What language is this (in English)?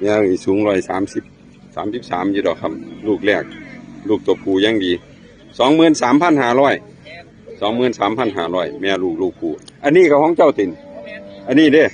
Northeastern Thai